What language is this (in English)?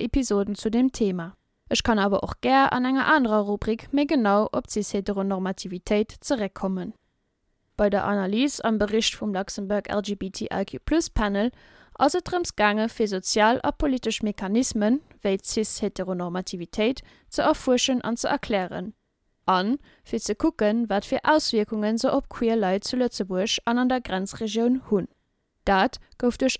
Luxembourgish